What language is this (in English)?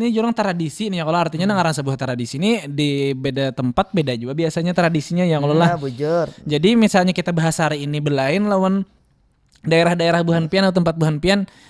Banjar